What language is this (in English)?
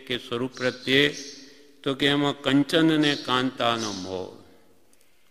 Gujarati